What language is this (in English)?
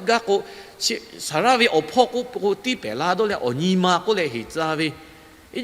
Lahu